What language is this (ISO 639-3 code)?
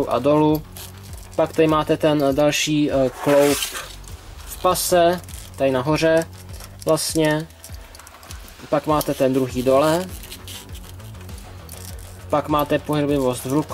ces